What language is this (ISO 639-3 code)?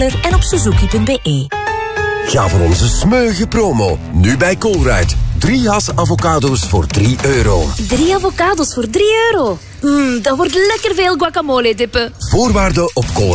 nld